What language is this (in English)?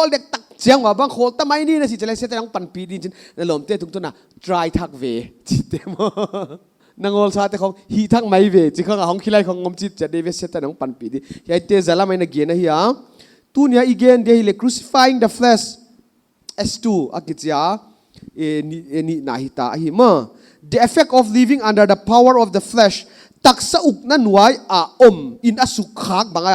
Paite Chin